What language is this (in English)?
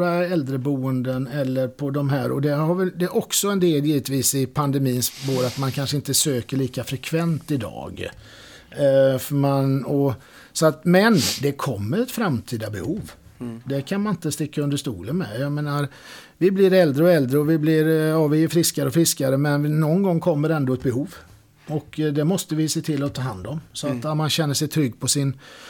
Swedish